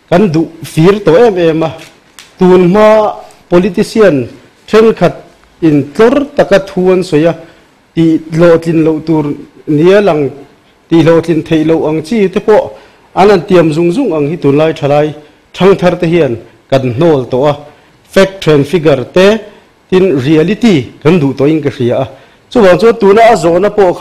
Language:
Mizo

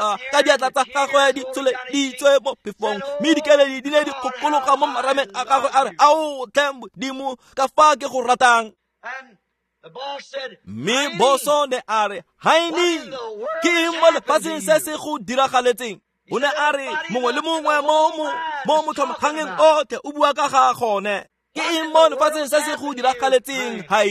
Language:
Tswana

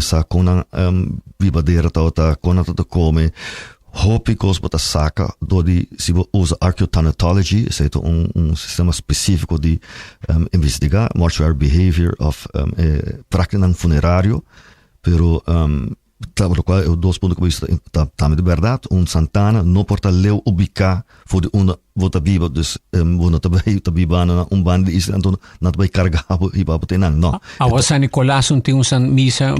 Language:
Papiamento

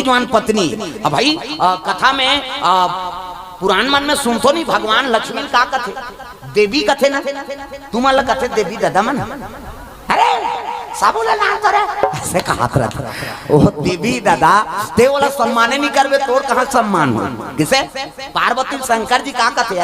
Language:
Chhattisgarhi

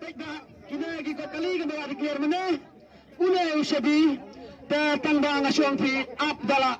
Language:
Khasi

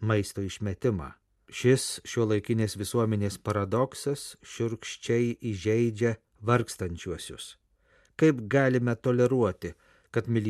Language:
Lithuanian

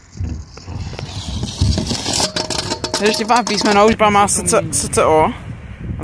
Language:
Czech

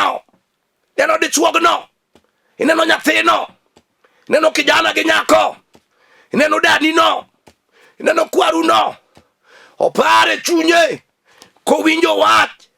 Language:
Luo (Kenya and Tanzania)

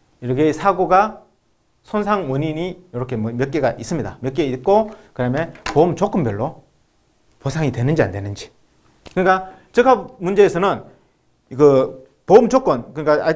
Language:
Korean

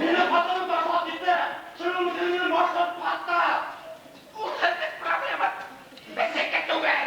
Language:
Bashkir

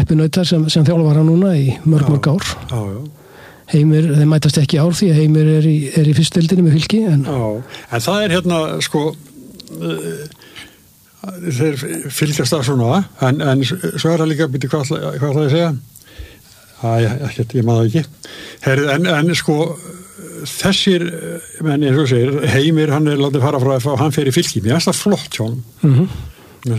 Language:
Icelandic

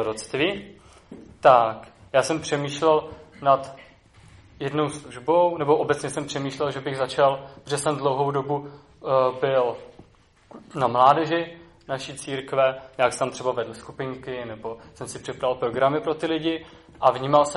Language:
Czech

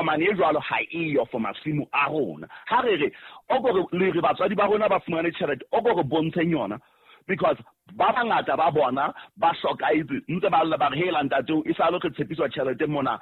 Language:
Southern Sotho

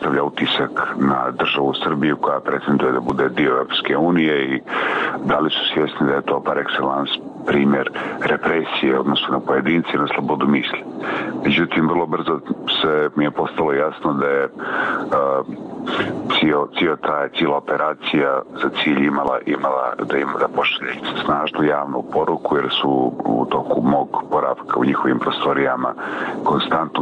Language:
Bosnian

